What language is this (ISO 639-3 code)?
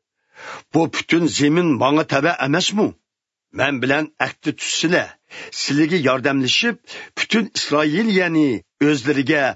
uig